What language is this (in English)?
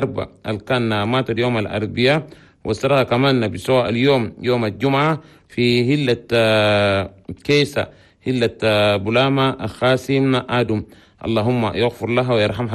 Chadian Arabic